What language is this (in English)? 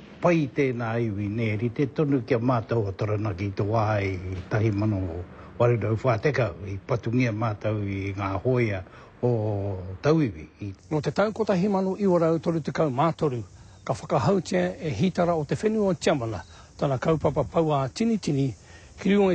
Māori